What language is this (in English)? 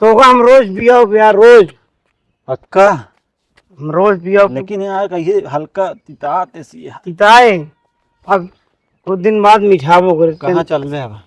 Awadhi